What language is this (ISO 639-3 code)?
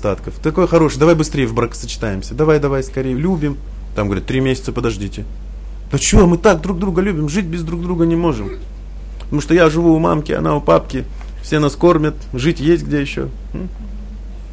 rus